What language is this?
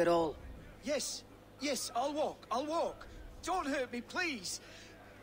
Czech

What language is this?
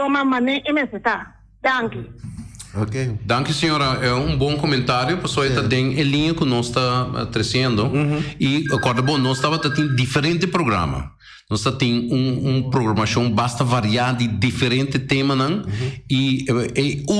Papiamento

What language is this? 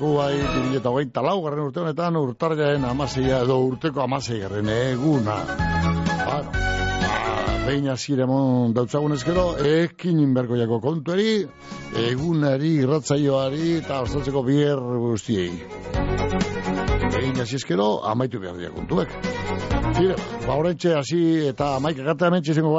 Basque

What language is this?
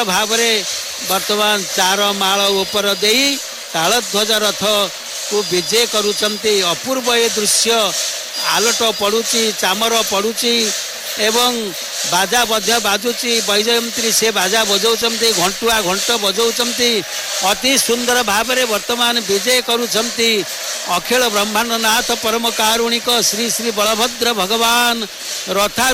Odia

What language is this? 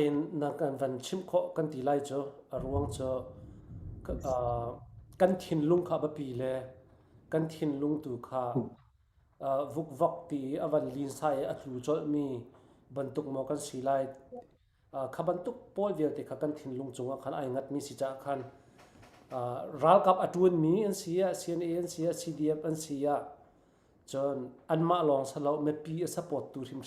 Hakha Chin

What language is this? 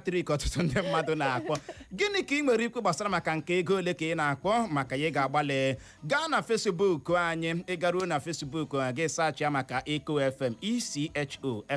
Igbo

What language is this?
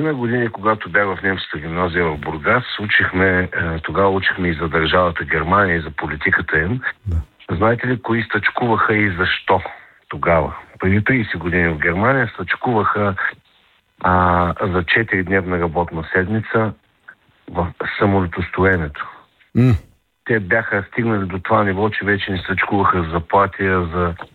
Bulgarian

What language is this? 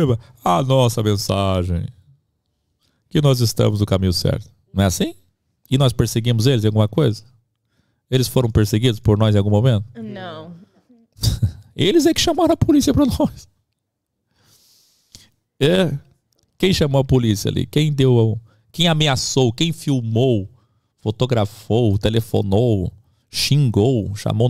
Portuguese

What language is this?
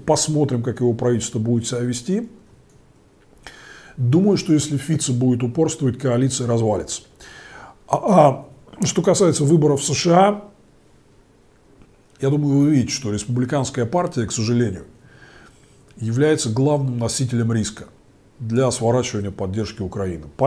Russian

